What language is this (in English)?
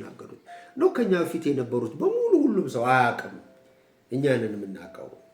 Amharic